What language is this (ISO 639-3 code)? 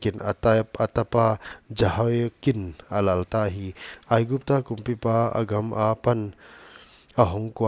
pck